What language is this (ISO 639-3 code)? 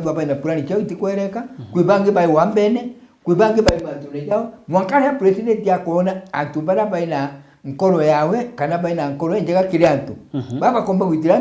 mer